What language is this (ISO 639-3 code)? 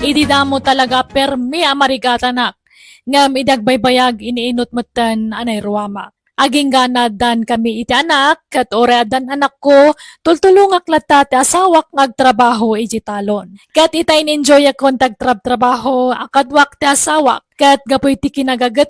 ilo